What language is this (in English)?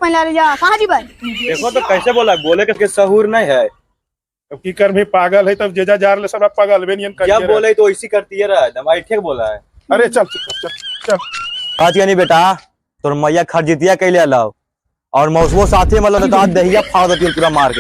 Magahi